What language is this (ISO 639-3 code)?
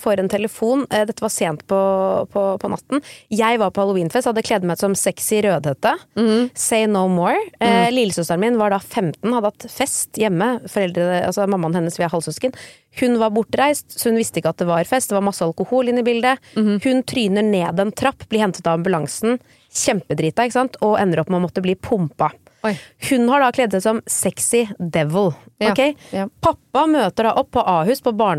nor